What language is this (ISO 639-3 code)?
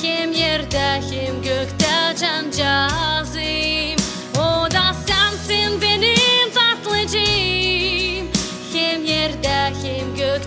gag